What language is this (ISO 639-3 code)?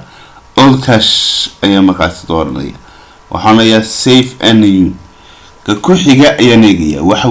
som